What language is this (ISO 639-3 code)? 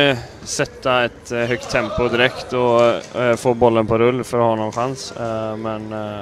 swe